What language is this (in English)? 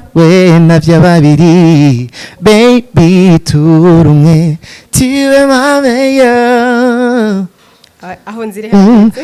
Rundi